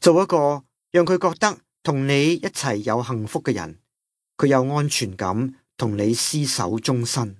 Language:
Cantonese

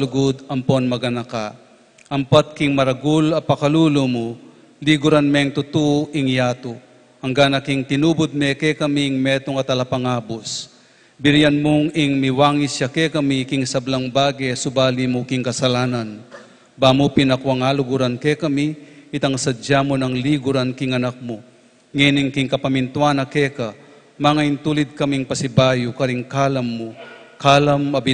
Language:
Pampanga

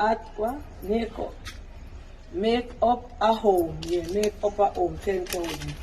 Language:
Jamaican Creole English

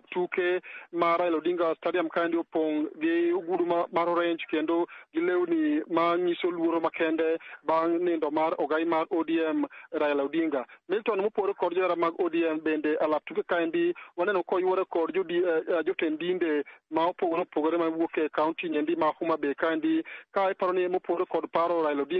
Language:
Luo (Kenya and Tanzania)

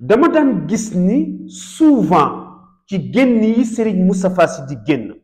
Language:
Wolof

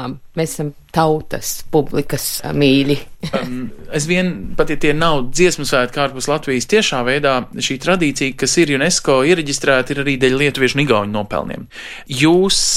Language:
Latvian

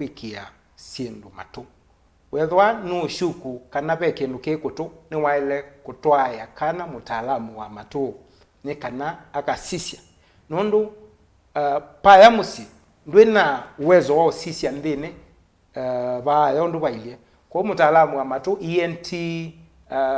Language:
Kamba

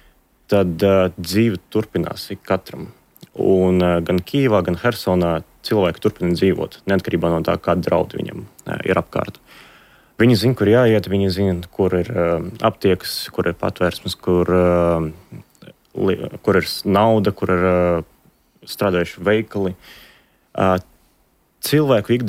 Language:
Latvian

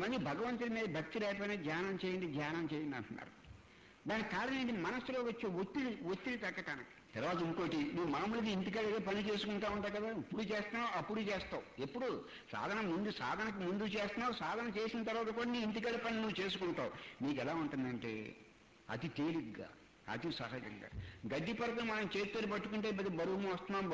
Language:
Telugu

